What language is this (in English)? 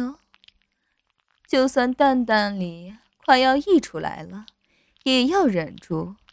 Chinese